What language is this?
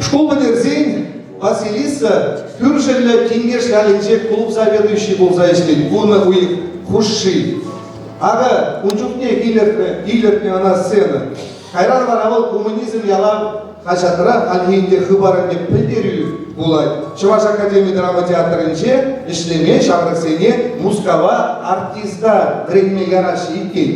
Chuvash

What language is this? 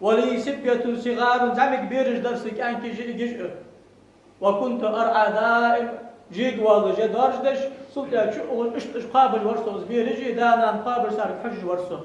Ingush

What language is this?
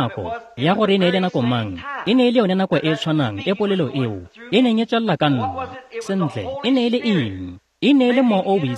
Tswana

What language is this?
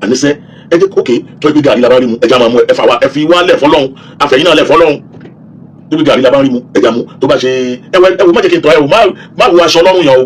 Yoruba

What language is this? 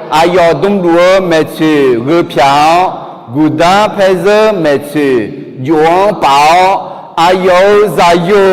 Akha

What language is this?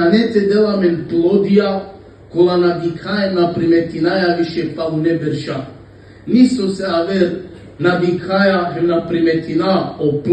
Balkan Romani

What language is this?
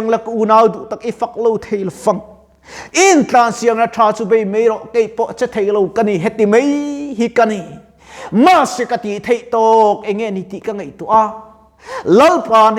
Mizo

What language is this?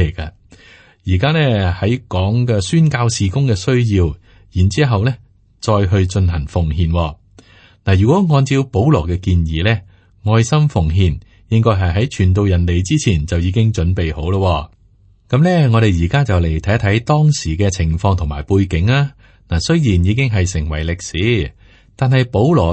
Cantonese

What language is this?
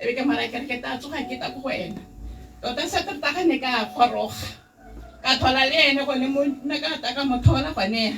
Tswana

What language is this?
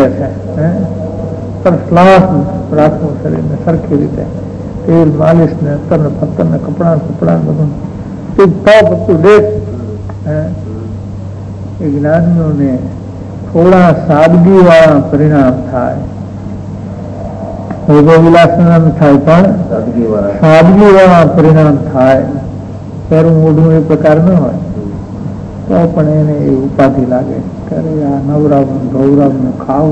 Gujarati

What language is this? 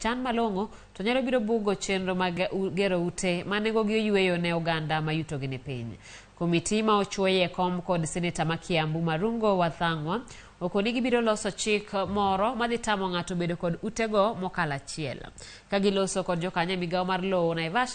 Luo (Kenya and Tanzania)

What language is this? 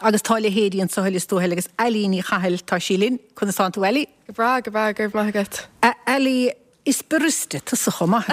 Irish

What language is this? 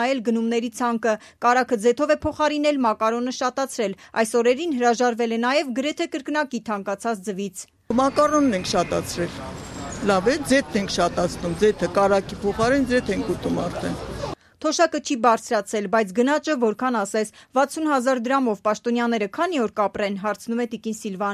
Armenian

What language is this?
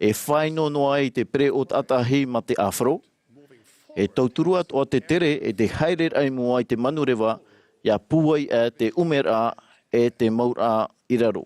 Tahitian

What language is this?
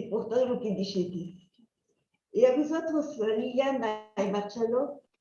Ladino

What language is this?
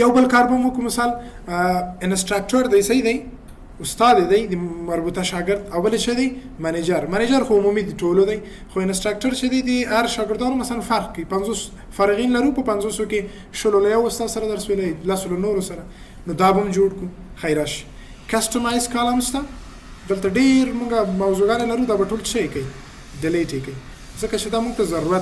Pashto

